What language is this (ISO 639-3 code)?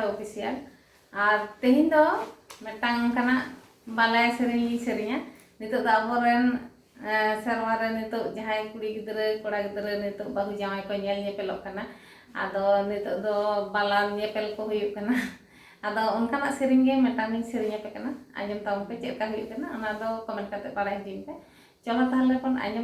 sat